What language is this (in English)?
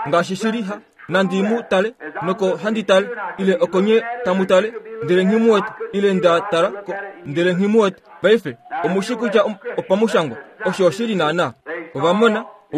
Kuanyama